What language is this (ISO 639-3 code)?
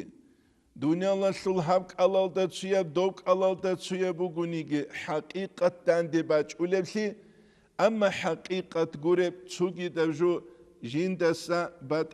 ava